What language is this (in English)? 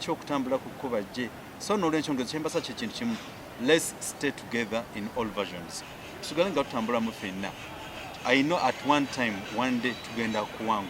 Ganda